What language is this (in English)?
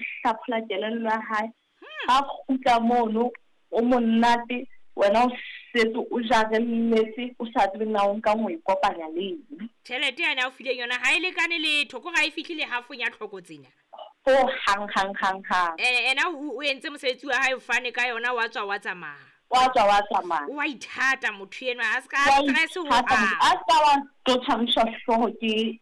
Southern Sotho